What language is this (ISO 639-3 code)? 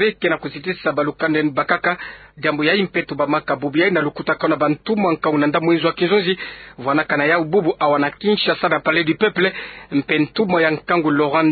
ktu